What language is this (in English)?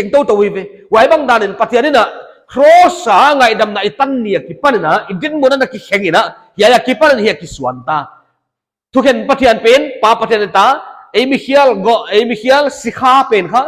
Paite Chin